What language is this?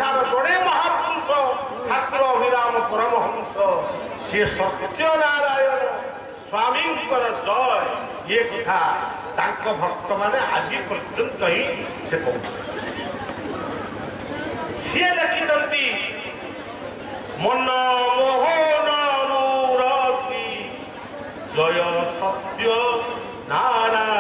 Odia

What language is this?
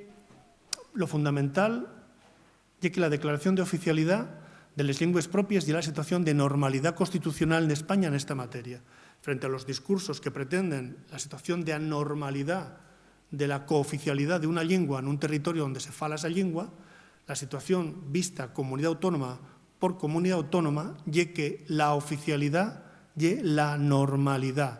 Asturian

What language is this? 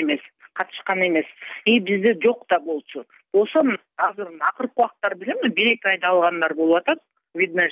Kyrgyz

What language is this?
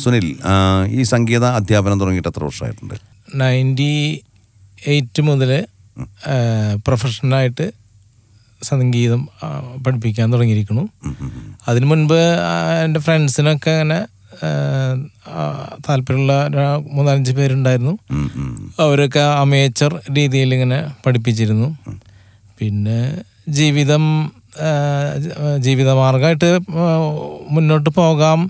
Malayalam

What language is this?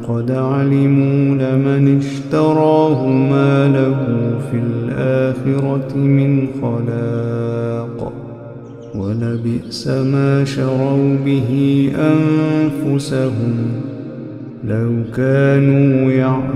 Arabic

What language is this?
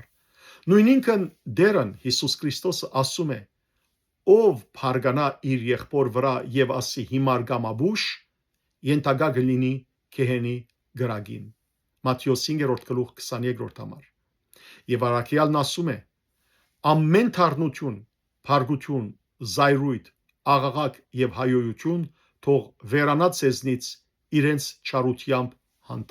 Western Armenian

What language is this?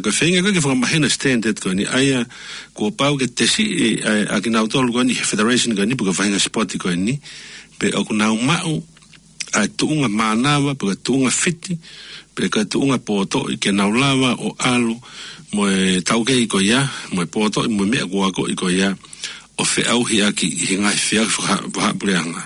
Tongan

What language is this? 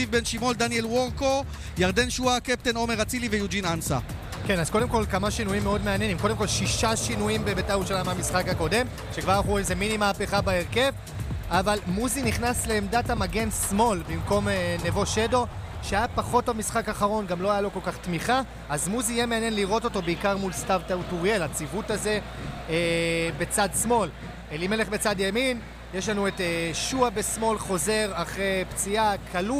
Hebrew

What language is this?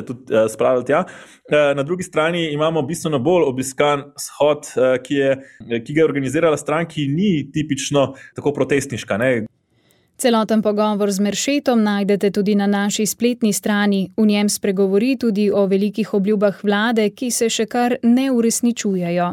Slovenian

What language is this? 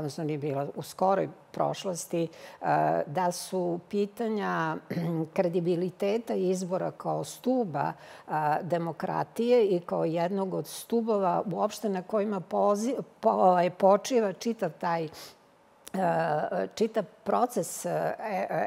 Serbian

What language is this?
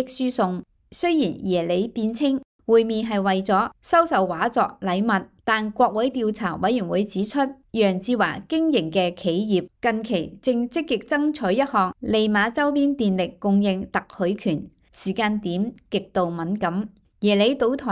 Cantonese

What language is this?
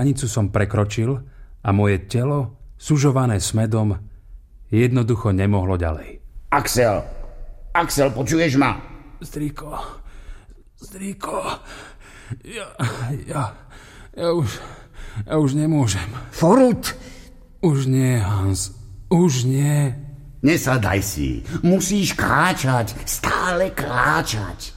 Slovak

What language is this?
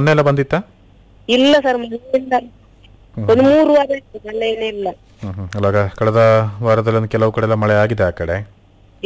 Kannada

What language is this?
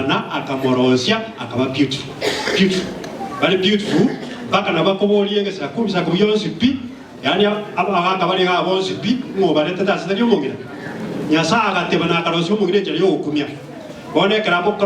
Gusii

